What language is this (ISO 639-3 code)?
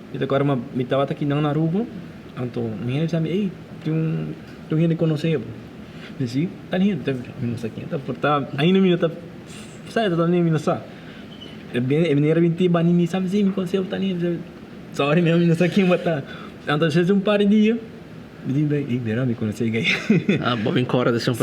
pap